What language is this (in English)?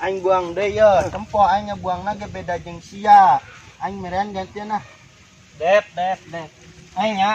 Sundanese